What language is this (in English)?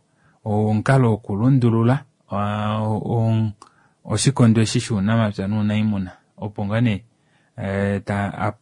Kuanyama